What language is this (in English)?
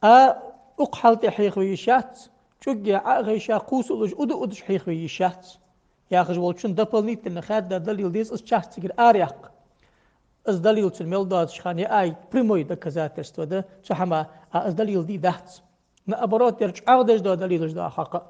Ingush